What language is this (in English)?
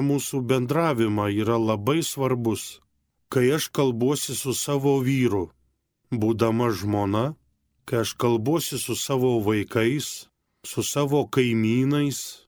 Lithuanian